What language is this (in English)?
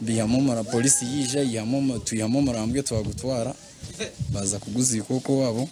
Nyankole